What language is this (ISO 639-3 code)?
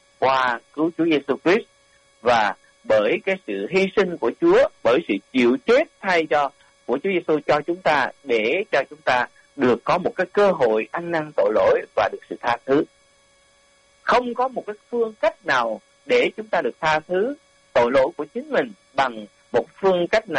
vie